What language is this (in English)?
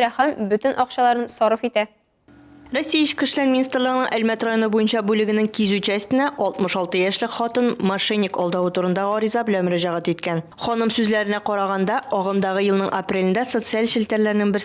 Tatar